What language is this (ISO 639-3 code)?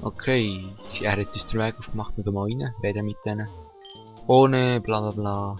gsw